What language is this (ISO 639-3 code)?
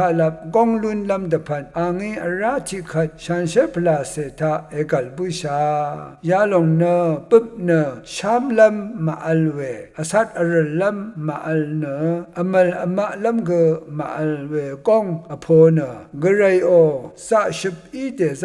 raw